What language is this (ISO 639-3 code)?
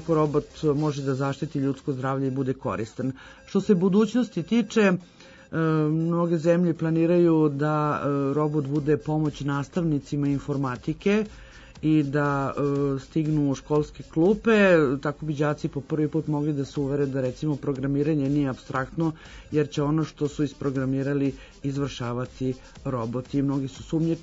srp